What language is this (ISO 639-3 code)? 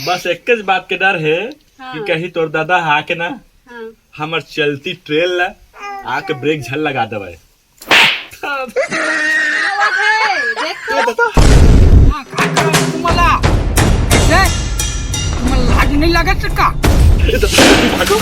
hne